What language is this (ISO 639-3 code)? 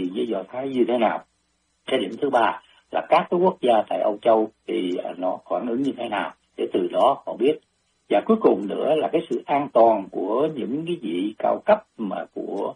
vie